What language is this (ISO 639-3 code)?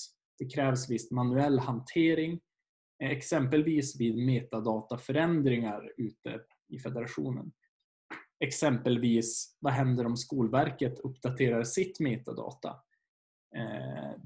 swe